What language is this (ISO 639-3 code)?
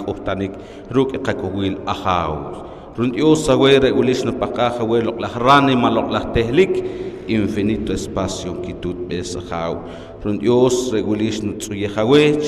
poh